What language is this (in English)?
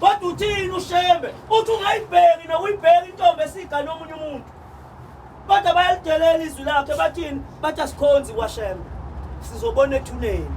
Zulu